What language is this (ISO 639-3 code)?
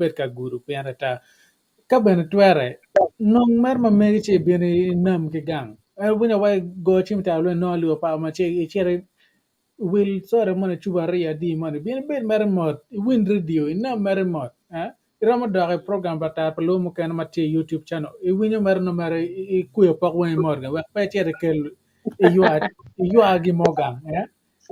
ach